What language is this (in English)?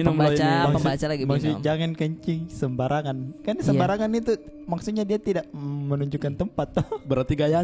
Makassar Malay